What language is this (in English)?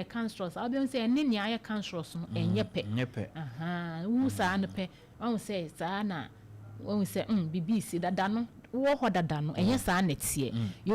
Akan